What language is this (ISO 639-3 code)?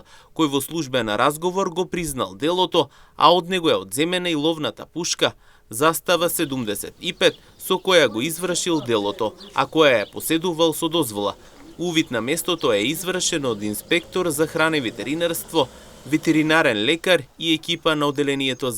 mkd